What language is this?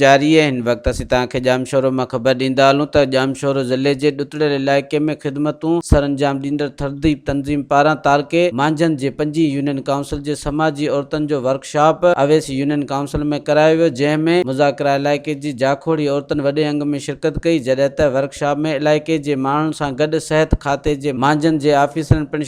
Sindhi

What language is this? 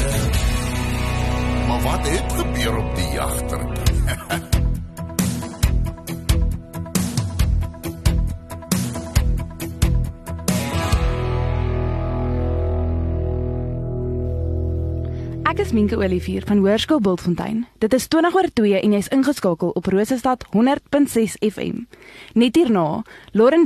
Afrikaans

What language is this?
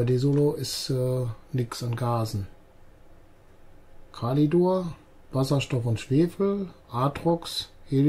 German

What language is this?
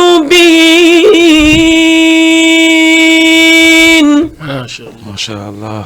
Fula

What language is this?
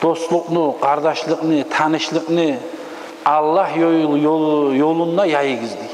Kumyk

